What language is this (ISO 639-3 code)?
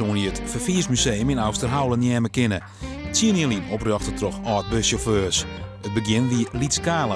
fry